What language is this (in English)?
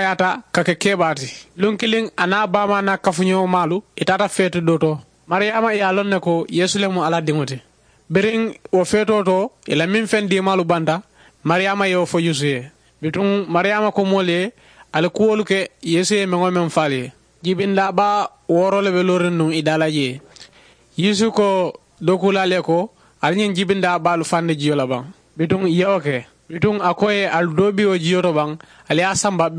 Mandingo